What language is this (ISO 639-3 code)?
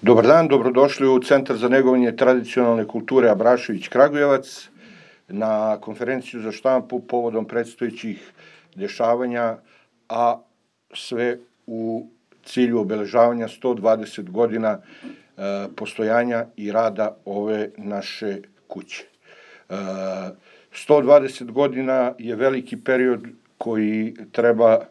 srp